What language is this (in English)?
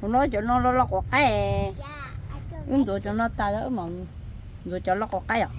Hmong